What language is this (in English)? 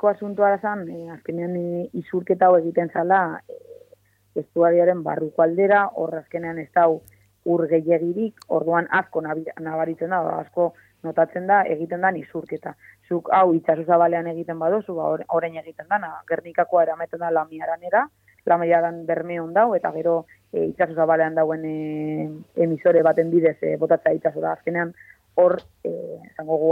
Basque